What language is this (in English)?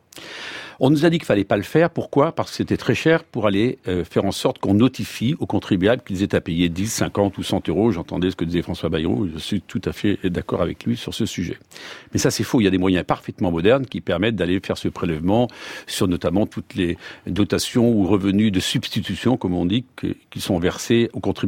French